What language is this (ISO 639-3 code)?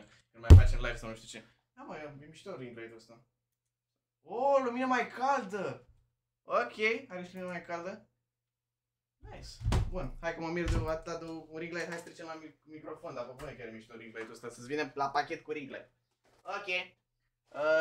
ron